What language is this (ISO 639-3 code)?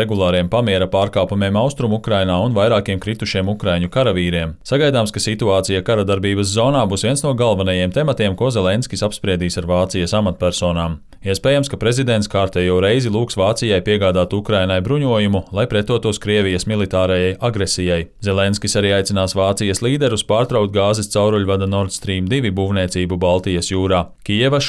lav